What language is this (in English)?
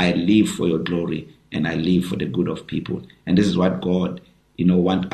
English